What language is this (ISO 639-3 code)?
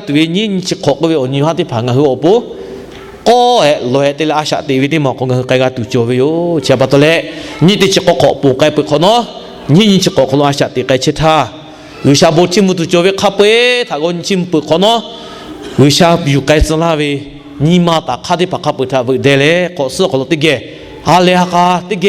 lhu